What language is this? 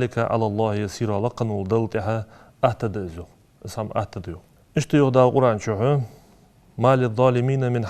Ingush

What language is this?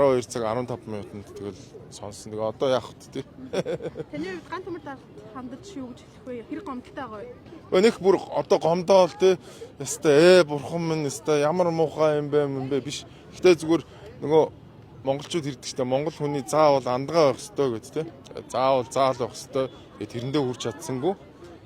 Mongolian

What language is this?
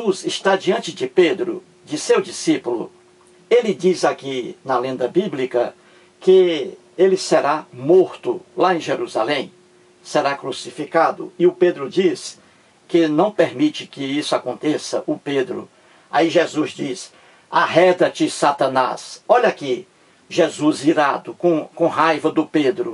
Portuguese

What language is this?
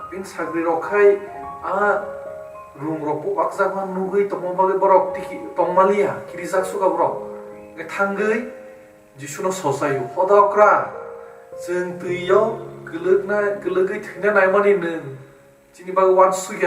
Kok Borok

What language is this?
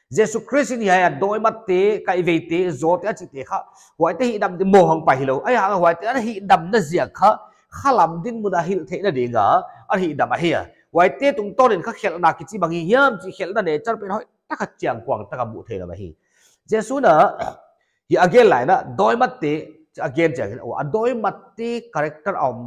Paite Chin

